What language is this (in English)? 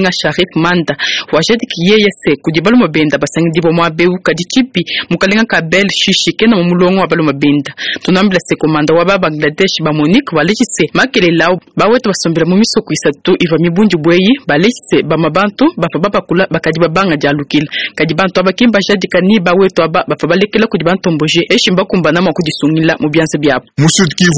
Luba-Lulua